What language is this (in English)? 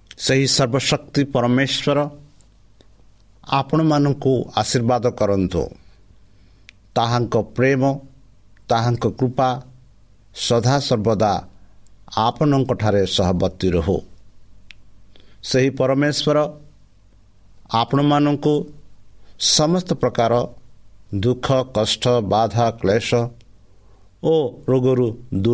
Odia